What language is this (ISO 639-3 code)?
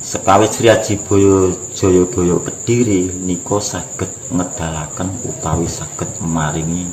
jav